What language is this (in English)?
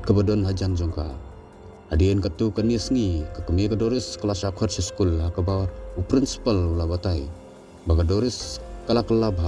Khasi